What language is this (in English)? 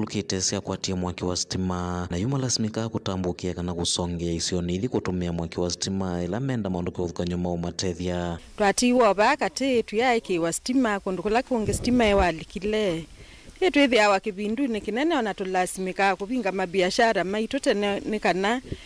Kamba